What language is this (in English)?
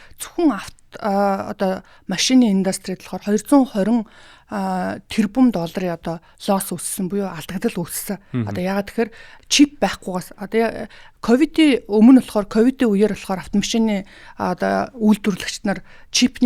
Mongolian